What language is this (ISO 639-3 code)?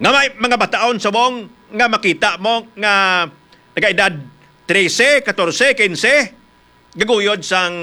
hil